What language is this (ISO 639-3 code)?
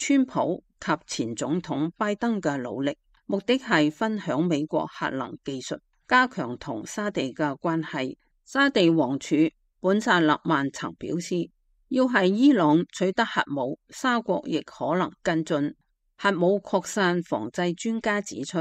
yue